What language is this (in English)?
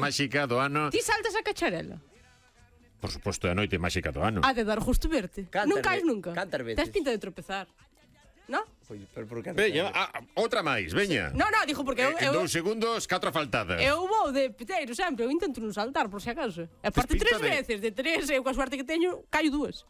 Galician